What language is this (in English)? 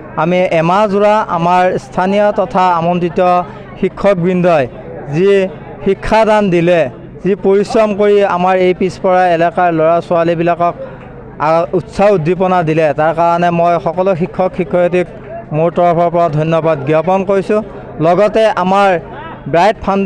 Assamese